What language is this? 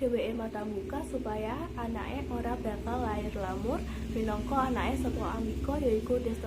Javanese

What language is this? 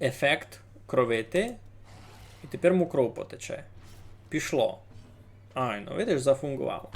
Rusyn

